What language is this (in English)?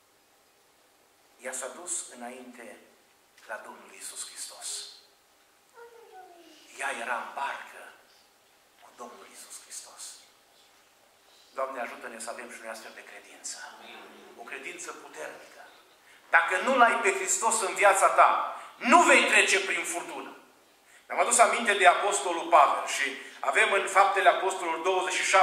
Romanian